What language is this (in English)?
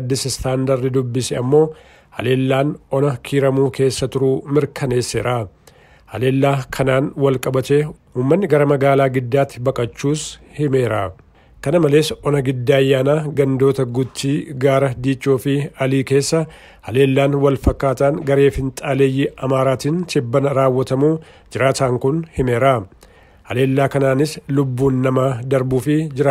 Oromo